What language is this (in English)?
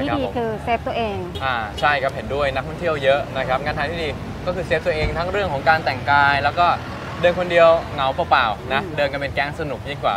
Thai